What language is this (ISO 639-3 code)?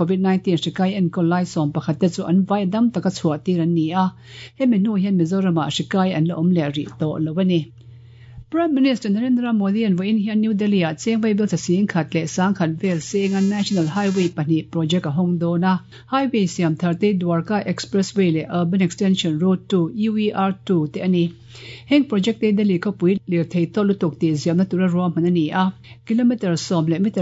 lus